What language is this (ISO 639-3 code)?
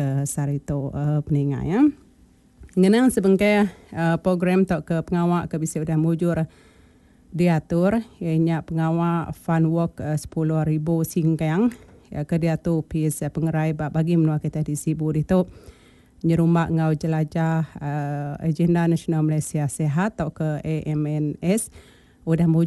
iba